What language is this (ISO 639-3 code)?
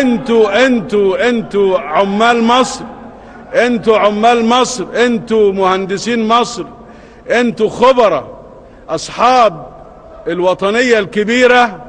arz